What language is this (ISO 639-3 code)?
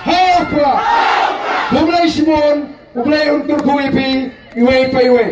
kha